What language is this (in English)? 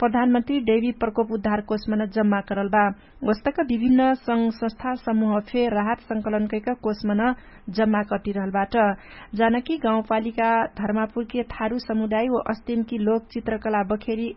Dangaura Tharu